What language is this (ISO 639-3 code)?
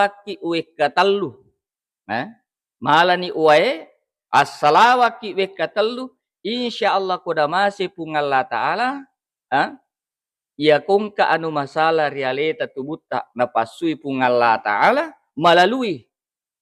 bug